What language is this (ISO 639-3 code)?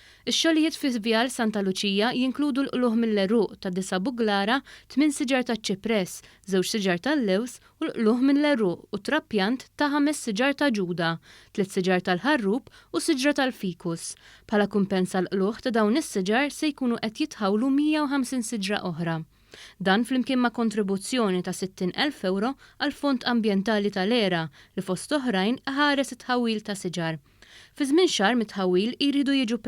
mlt